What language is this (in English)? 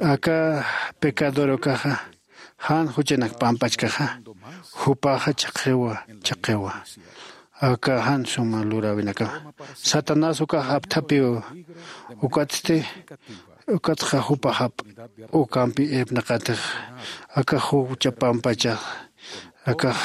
Aymara